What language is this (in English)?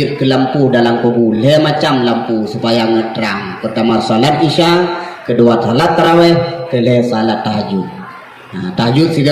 Achinese